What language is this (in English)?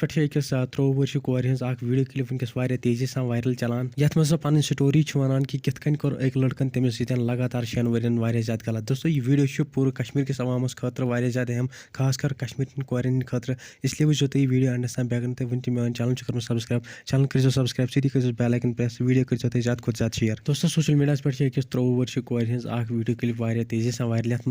Kashmiri